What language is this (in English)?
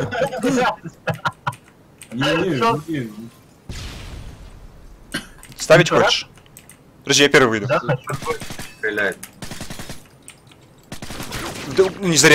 Russian